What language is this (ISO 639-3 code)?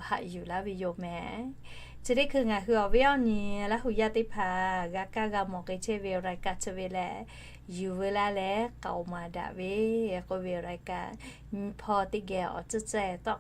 lhu